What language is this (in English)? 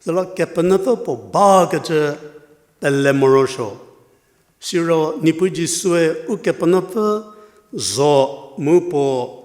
Angami Naga